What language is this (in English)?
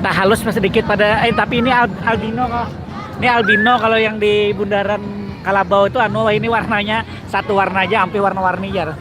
Banjar